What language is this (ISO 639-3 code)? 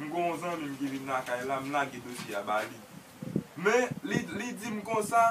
hat